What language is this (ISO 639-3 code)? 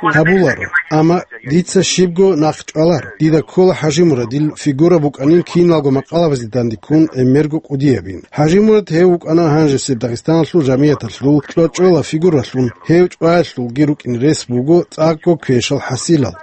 ava